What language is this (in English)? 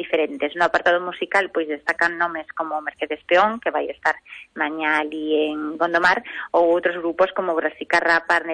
Galician